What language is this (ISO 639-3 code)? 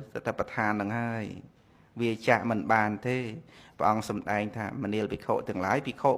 khm